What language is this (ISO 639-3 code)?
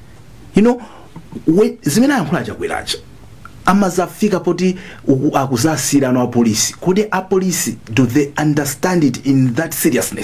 nya